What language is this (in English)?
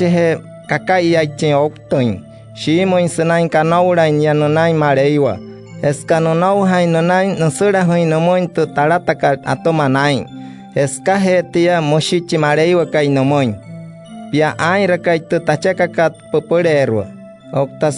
Wayuu